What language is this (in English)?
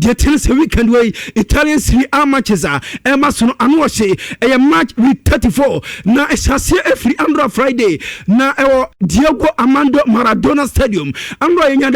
Akan